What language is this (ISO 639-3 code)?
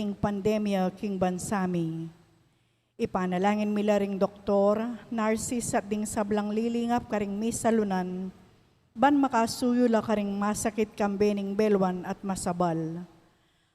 pam